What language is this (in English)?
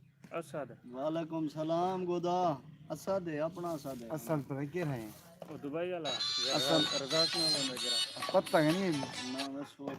Saraiki